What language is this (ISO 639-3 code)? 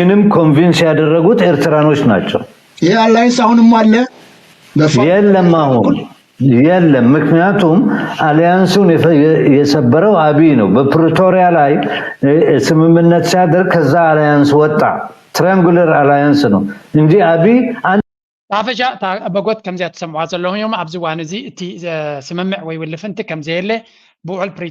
tir